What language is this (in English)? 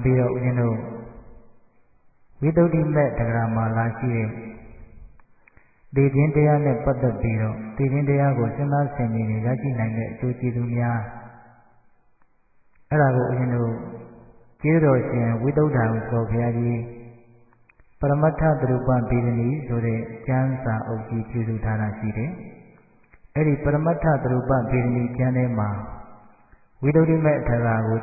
Burmese